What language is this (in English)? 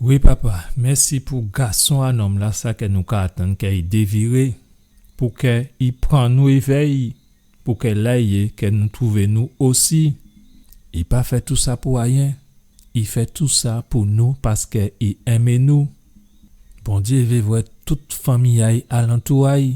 Guadeloupean Creole French